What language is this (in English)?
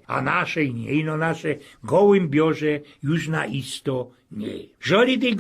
Silesian